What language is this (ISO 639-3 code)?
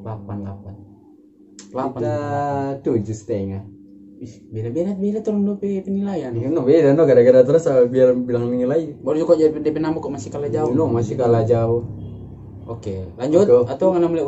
xmm